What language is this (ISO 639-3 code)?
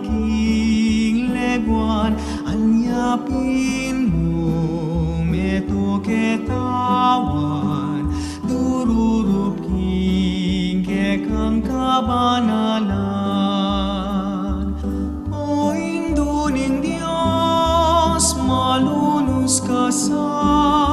pam